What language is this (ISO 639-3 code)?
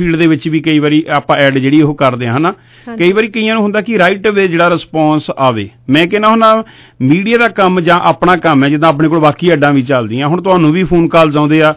pan